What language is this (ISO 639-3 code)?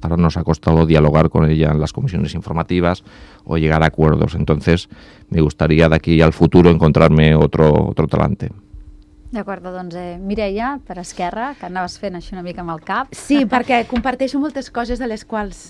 cat